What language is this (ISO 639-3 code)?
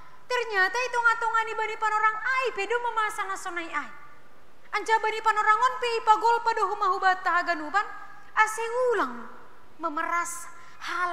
bts